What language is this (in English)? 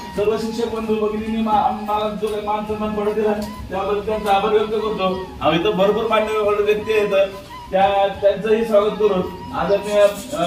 Marathi